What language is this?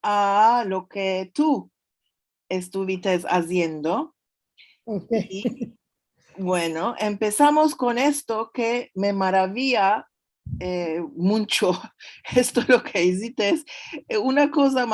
Ladino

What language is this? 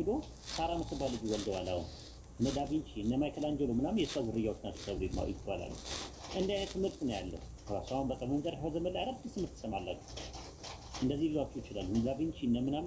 Amharic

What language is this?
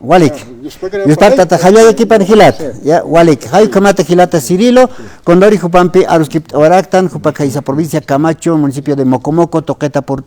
Aymara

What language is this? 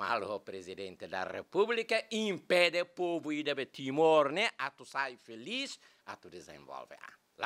Tetum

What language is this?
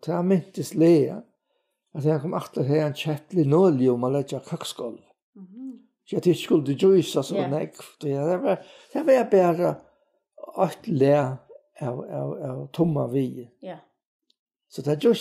Faroese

